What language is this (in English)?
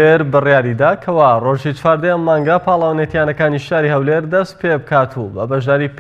Central Kurdish